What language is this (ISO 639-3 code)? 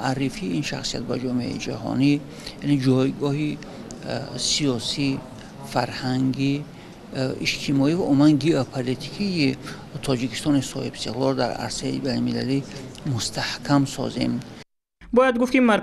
tgk